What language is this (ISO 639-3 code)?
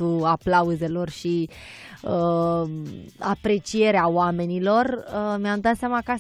ron